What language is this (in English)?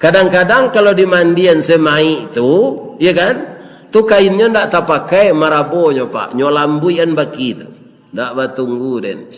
Minangkabau